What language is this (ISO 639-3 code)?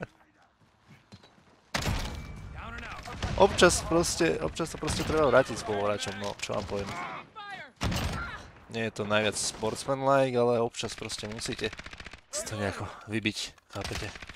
slk